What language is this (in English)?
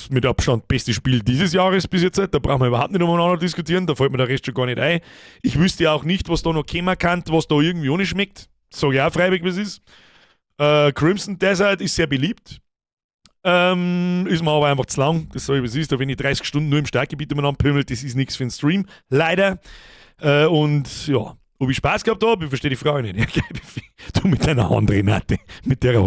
Bavarian